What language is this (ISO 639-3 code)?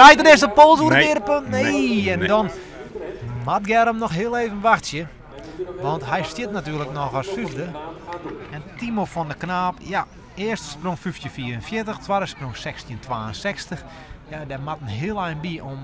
fry